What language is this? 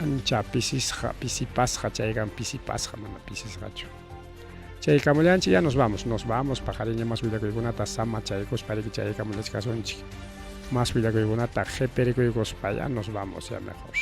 Ayacucho Quechua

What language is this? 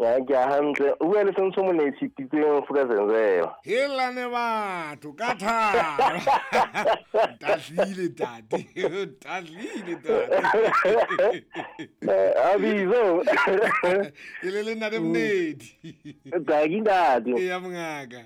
Southern Sotho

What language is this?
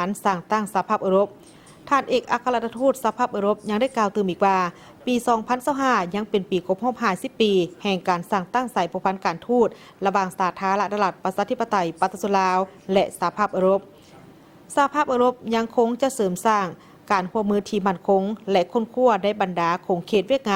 Lao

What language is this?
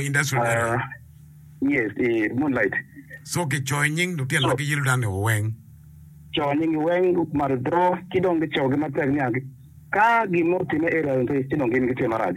Acoli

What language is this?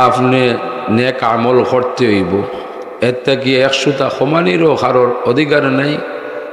Sylheti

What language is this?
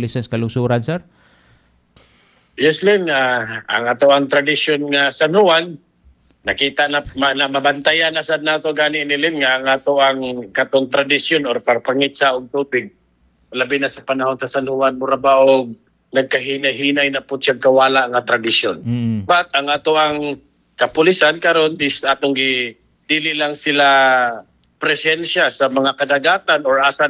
Cebuano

